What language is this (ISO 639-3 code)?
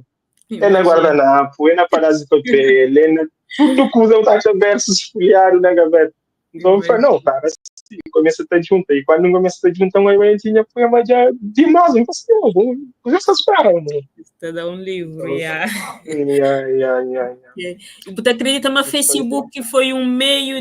kea